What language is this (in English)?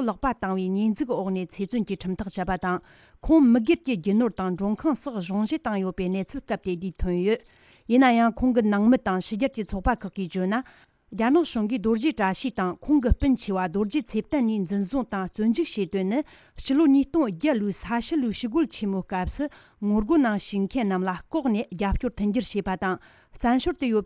Tibetan